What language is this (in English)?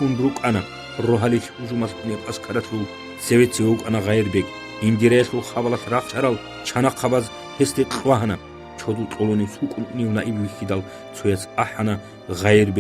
Avaric